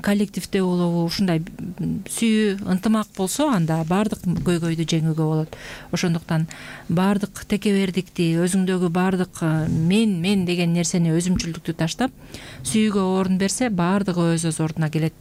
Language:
Kyrgyz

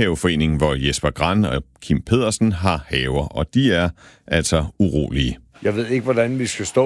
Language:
Danish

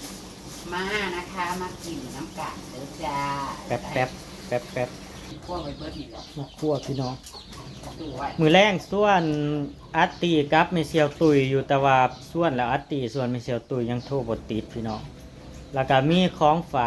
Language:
Northeastern Thai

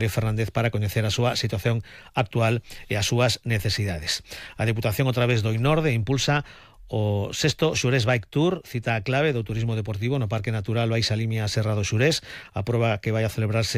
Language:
Galician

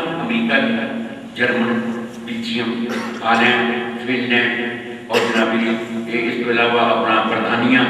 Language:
Urdu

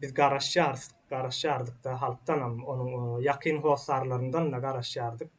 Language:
Turkmen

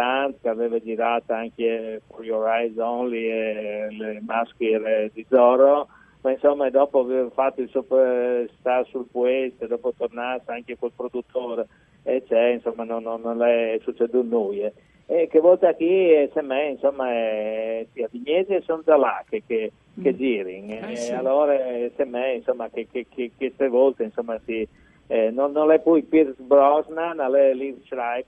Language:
Friulian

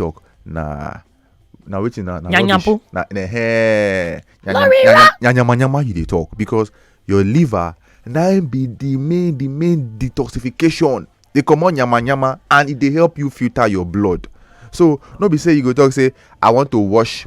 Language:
Nigerian Pidgin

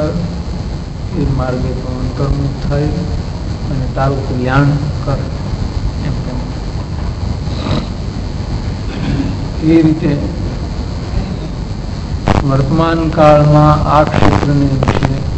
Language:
Gujarati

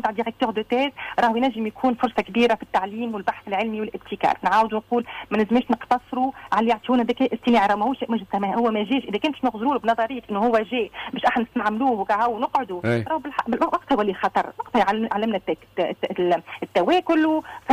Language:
Tunisian Arabic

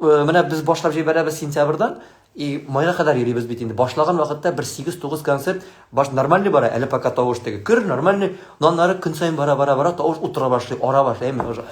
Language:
Tatar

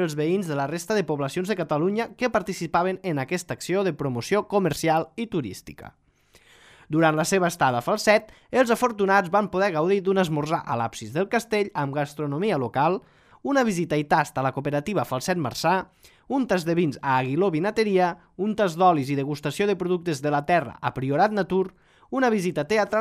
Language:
Catalan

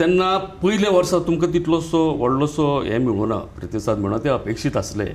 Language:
Konkani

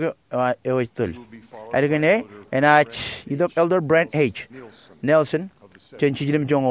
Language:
Marshallese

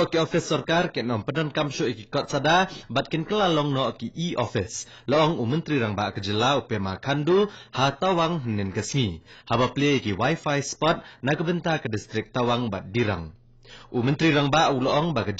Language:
Khasi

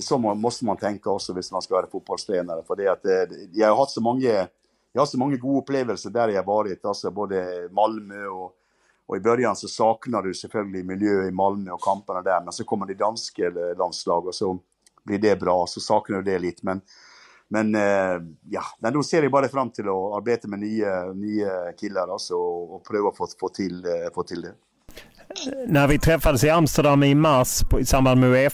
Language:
Norwegian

